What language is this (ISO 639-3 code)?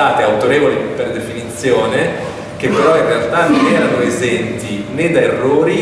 ita